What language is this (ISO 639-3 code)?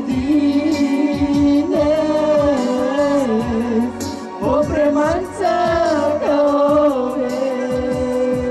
bul